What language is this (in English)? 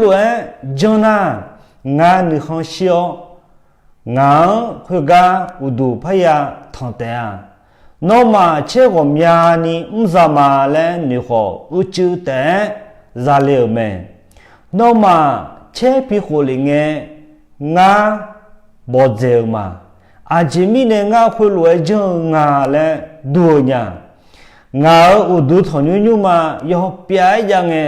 Akha